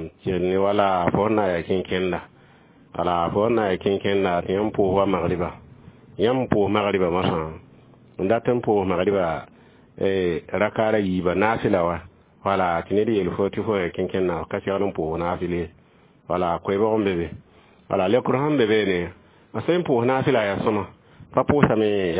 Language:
Mossi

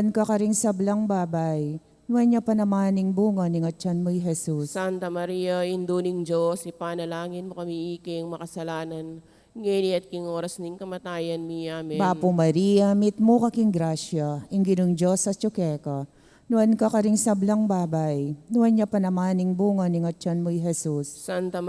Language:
Pampanga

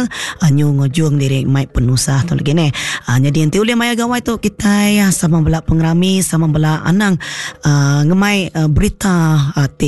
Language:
Iban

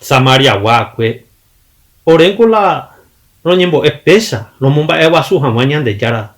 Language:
Guarani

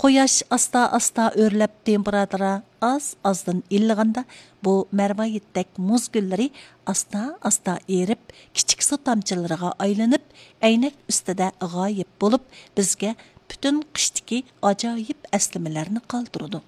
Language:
Uyghur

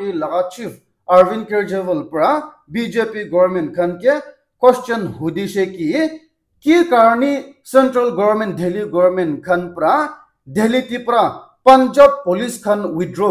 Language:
Naga Pidgin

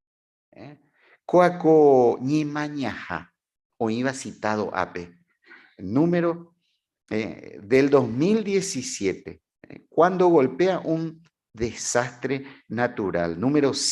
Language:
Guarani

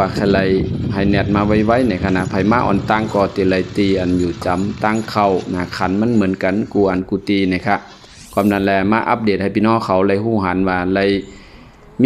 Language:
Shan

